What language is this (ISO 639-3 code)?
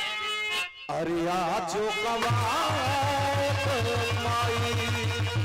bho